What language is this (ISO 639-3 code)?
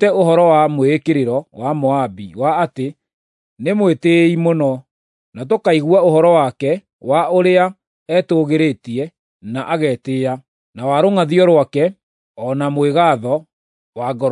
kik